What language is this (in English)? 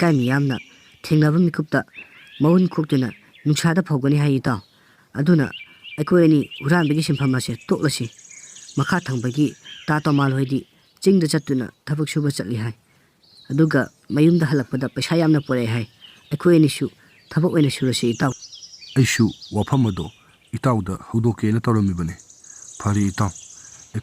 Manipuri